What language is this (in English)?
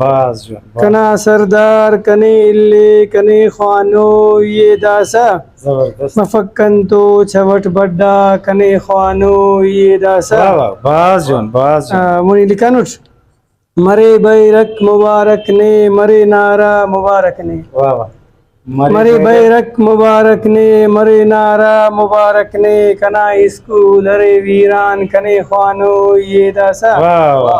Brahui